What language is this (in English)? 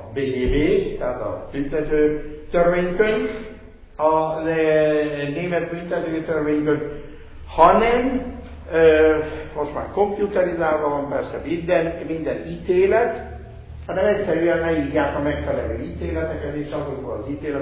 Hungarian